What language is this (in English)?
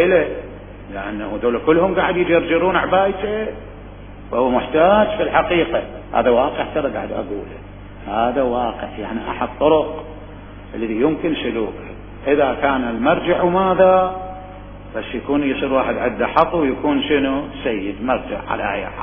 Mesopotamian Arabic